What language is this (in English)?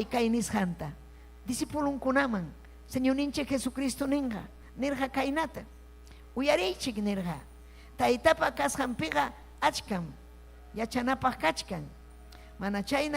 Ayacucho Quechua